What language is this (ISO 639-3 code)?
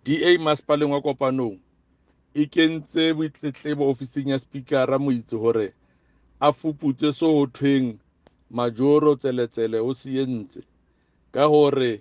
sot